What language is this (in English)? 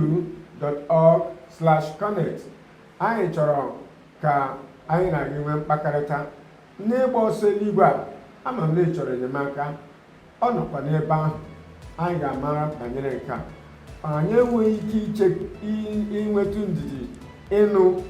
Igbo